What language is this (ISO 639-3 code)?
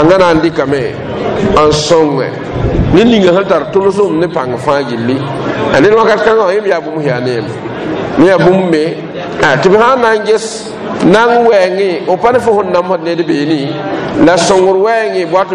mos